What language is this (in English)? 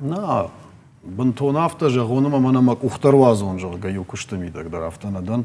Ossetic